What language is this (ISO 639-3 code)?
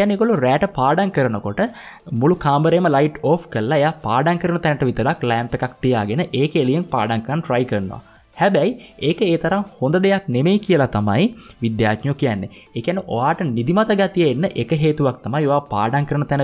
sin